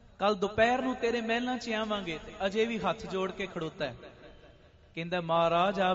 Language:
Punjabi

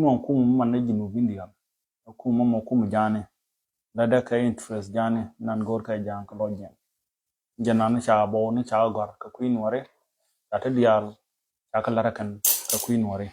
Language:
Nuer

